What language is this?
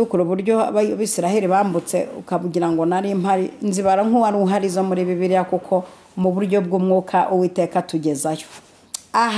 Kinyarwanda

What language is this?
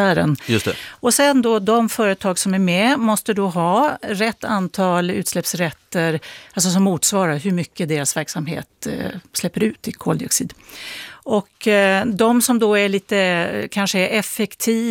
Swedish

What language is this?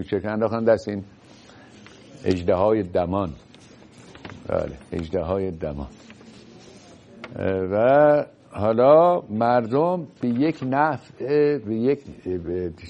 Persian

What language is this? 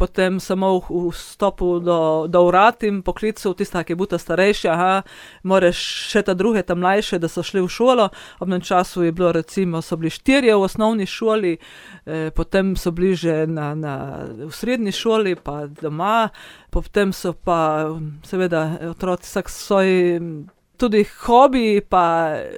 Slovenian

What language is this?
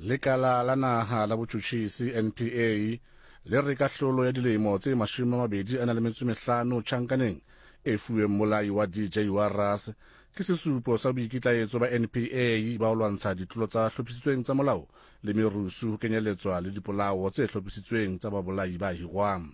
Southern Sotho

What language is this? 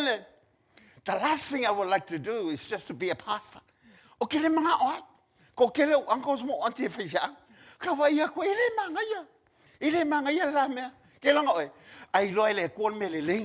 Samoan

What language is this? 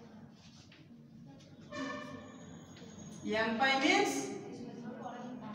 Telugu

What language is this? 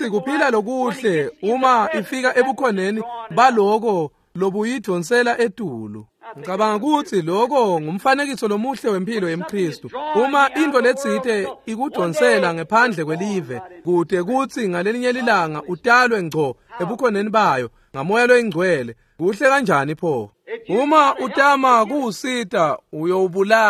Swati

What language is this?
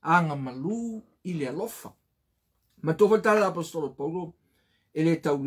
Samoan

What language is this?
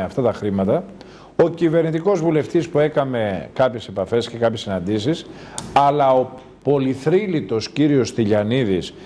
Greek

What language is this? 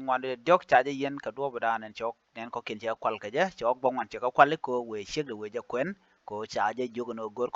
Nuer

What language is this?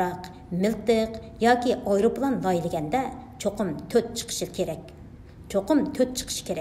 Uyghur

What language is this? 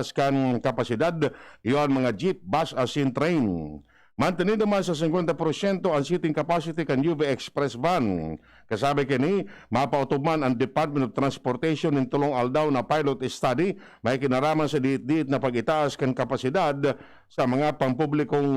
Bikol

